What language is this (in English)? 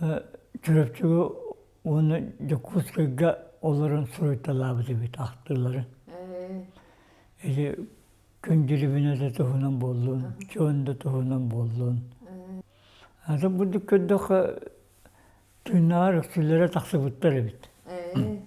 Yakut